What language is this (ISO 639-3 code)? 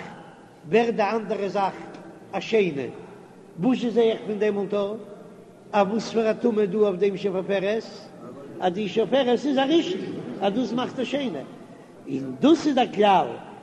yid